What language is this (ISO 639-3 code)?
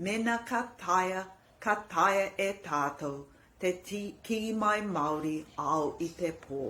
mri